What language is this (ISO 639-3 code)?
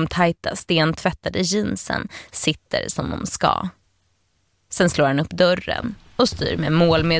swe